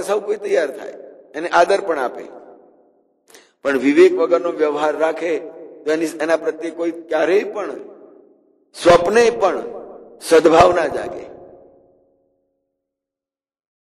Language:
Gujarati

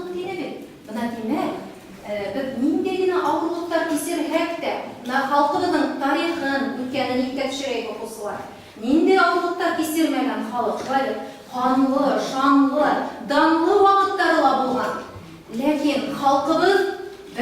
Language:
Bashkir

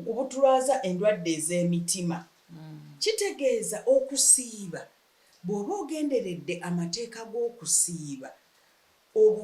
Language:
Ganda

